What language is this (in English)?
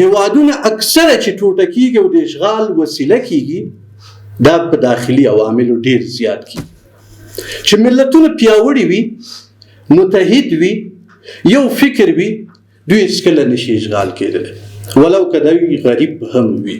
Pashto